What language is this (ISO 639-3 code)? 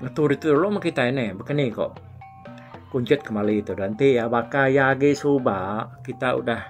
iba